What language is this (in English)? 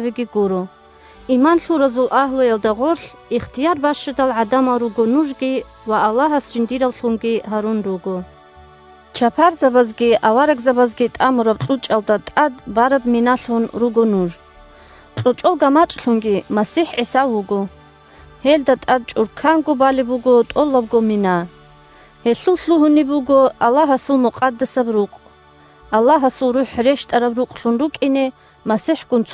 Avaric